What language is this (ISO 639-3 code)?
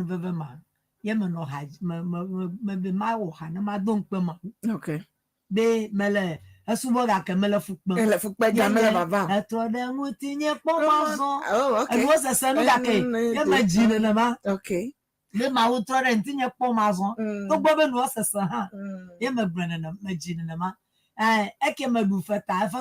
ewe